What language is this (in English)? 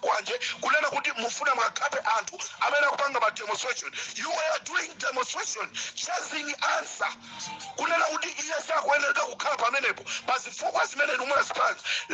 Nyanja